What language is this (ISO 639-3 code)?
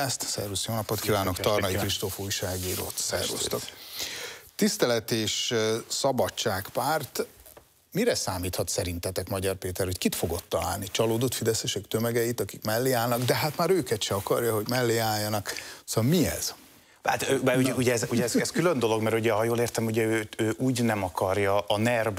hun